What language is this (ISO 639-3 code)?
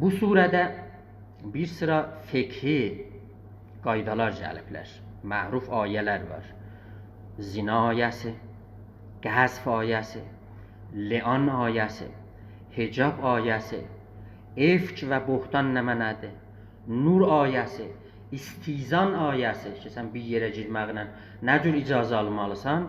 azb